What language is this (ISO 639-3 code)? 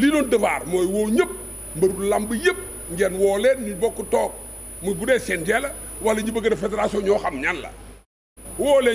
wol